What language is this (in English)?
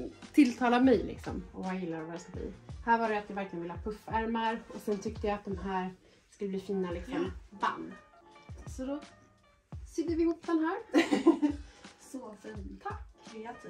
Swedish